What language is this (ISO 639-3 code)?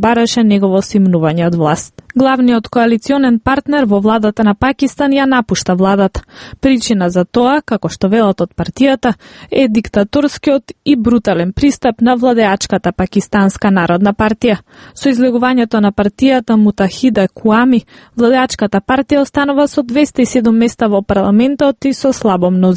mkd